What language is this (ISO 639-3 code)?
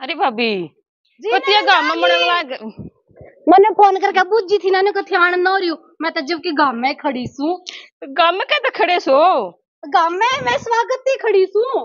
bgc